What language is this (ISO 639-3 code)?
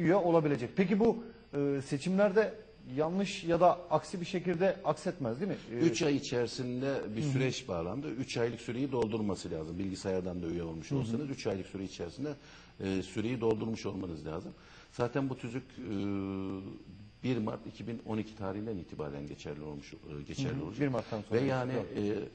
tur